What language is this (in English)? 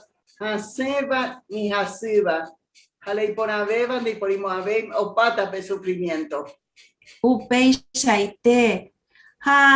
Guarani